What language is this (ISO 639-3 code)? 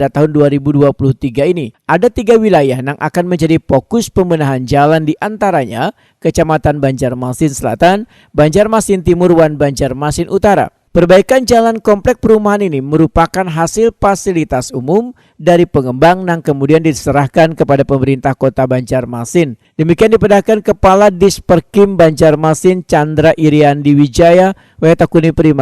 bjn